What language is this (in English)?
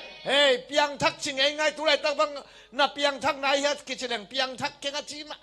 Tedim Chin